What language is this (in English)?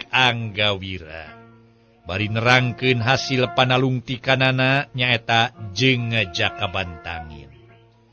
Sundanese